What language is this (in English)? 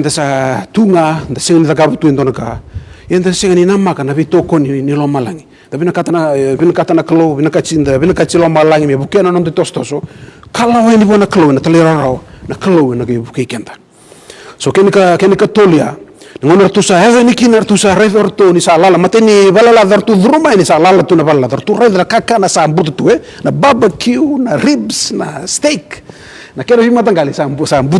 Fijian